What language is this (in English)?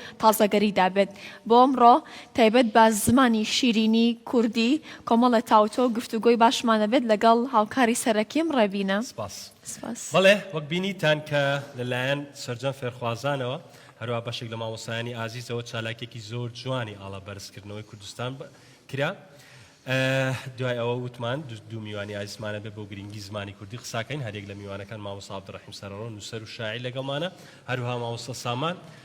Central Kurdish